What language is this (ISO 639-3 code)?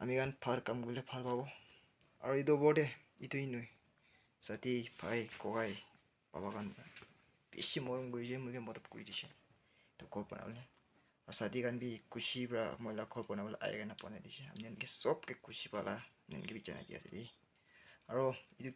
nag